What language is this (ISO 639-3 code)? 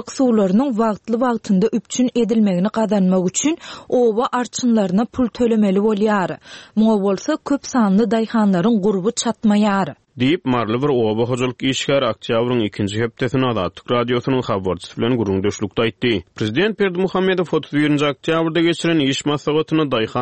tuk